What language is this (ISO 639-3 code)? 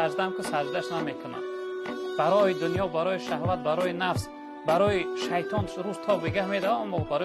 tgk